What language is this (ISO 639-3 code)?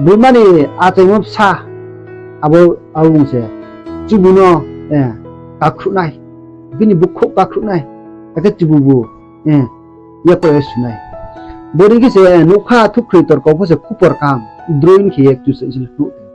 ria